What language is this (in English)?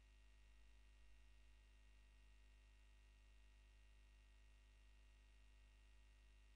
Marathi